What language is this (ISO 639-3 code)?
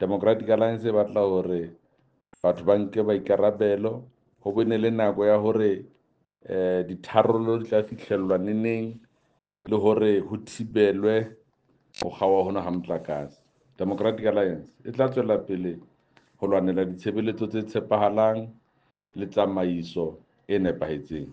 sot